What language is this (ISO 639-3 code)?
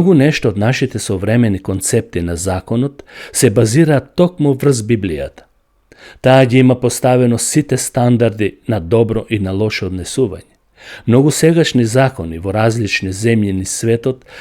mkd